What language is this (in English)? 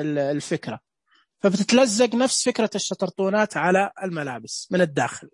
Najdi Arabic